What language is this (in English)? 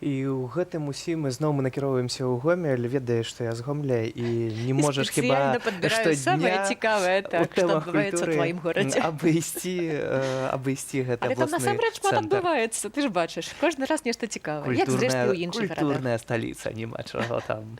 Belarusian